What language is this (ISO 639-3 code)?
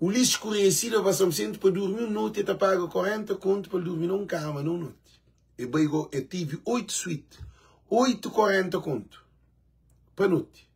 kea